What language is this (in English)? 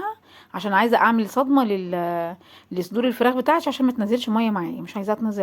Egyptian Arabic